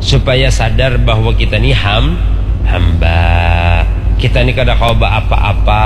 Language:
Banjar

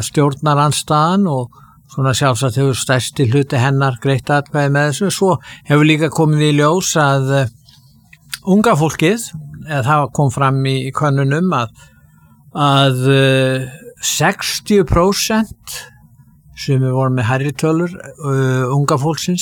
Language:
Icelandic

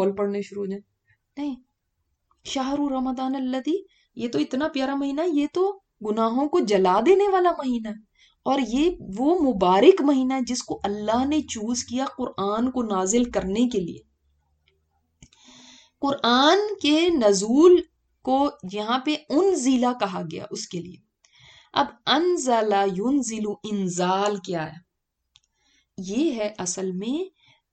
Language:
Urdu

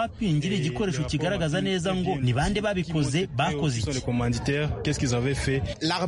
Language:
Kinyarwanda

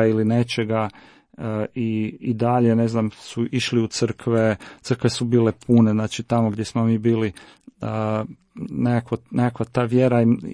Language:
Croatian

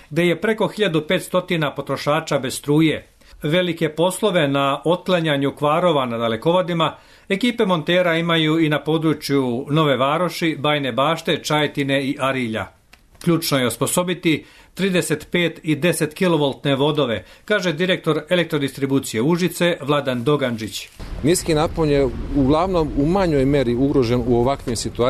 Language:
Serbian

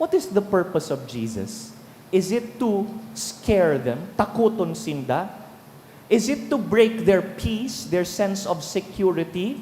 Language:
Bikol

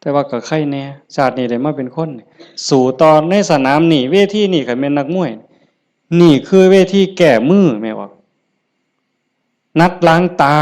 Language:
Northeastern Thai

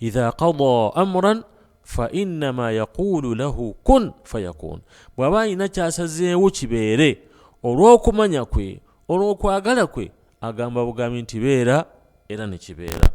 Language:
Ganda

